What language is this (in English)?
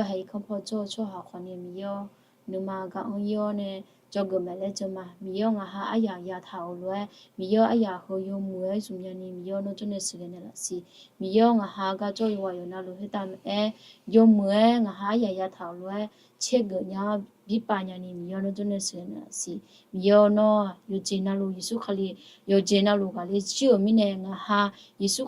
Akha